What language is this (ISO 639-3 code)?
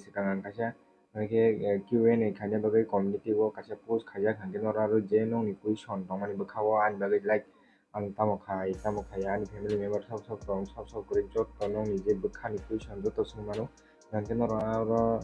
trp